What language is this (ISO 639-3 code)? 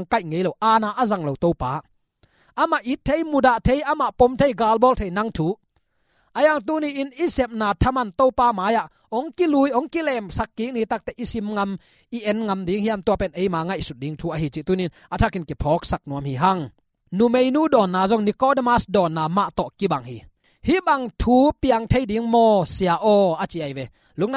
ctd